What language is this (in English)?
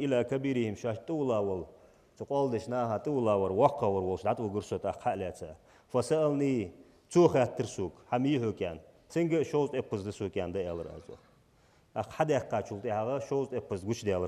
Ingush